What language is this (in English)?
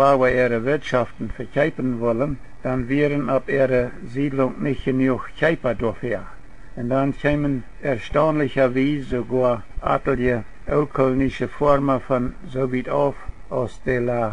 Plautdietsch